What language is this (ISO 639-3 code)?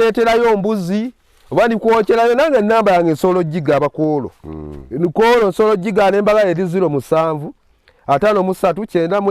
lug